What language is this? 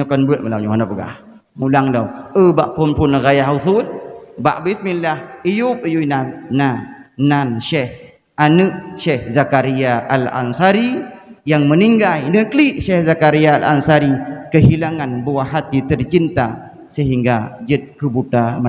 Achinese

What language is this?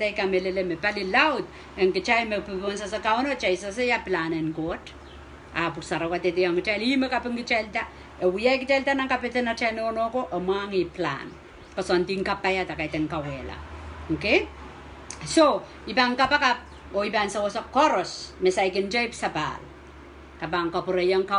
Pohnpeian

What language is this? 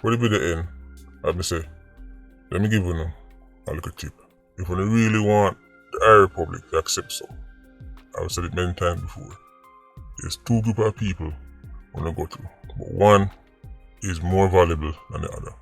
Jamaican Creole English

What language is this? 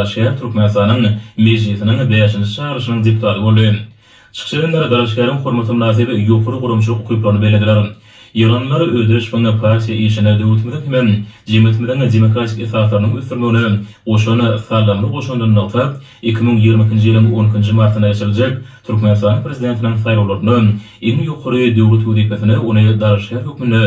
Turkmen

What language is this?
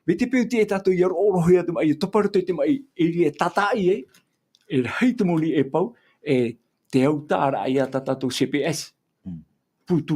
Tahitian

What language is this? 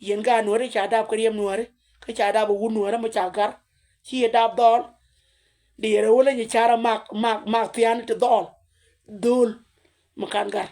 Nuer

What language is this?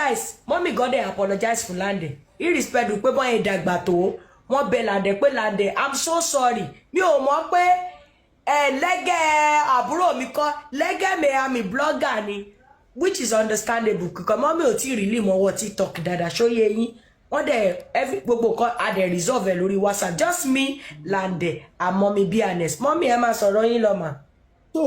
Yoruba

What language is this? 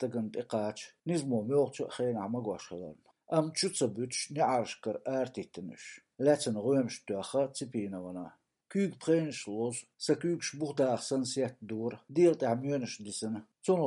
Chechen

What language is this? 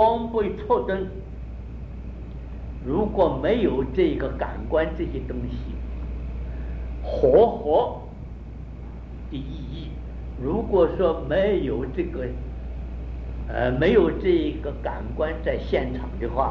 Chinese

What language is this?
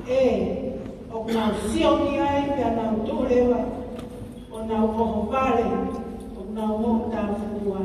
Tongan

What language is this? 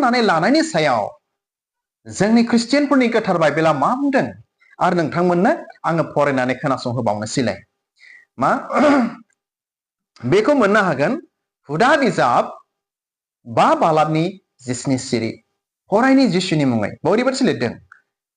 Bodo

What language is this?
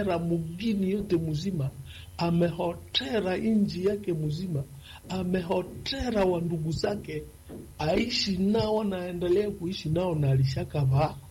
Swahili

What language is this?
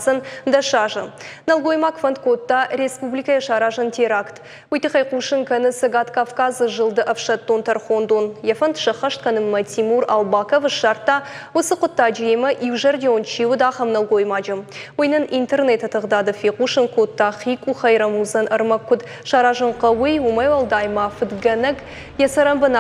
Ossetic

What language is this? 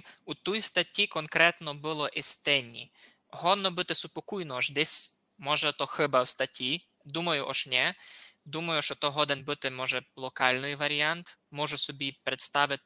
Rusyn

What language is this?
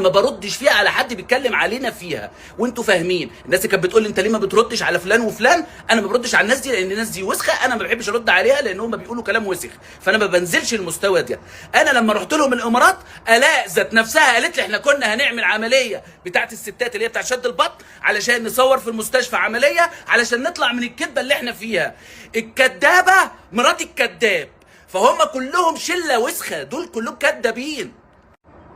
Egyptian Arabic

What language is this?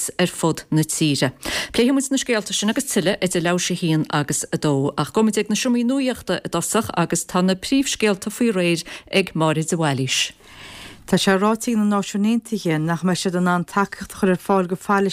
Irish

